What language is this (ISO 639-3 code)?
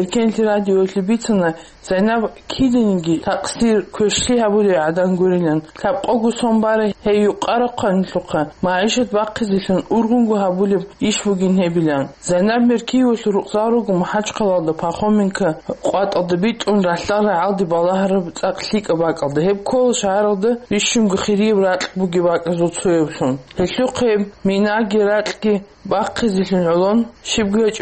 ava